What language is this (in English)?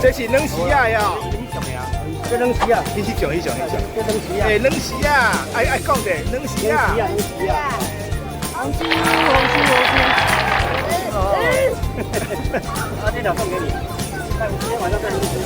Min Nan Chinese